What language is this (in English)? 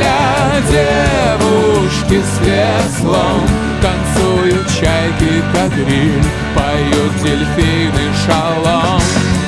Russian